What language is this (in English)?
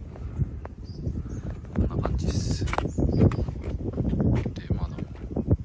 Japanese